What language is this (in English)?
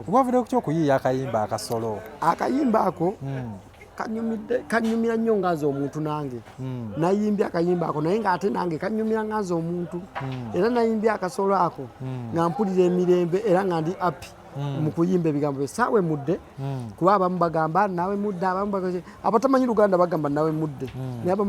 Ganda